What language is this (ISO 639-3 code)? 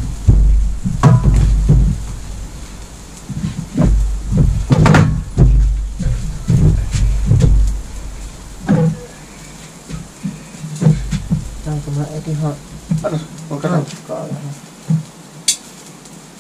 fin